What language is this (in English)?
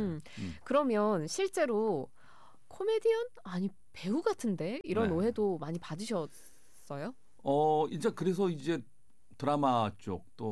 Korean